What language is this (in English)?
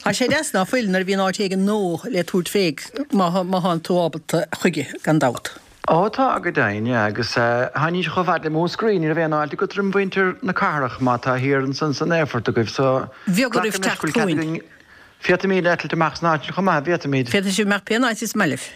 Irish